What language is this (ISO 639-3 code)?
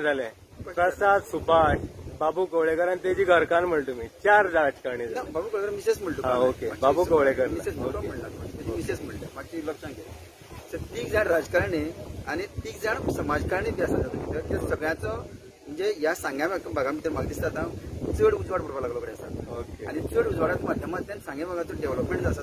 kok